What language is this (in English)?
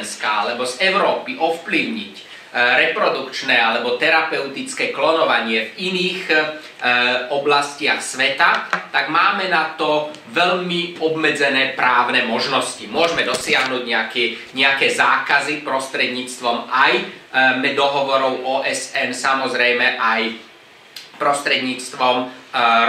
Slovak